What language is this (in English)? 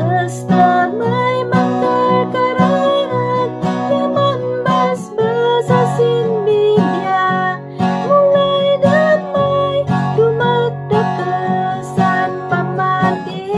Kankanaey